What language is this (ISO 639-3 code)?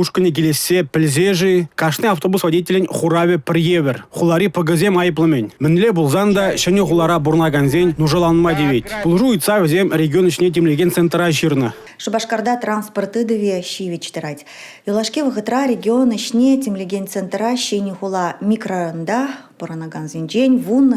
chv